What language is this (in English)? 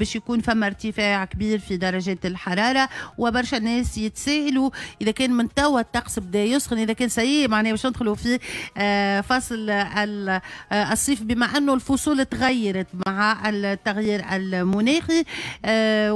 Tunisian Arabic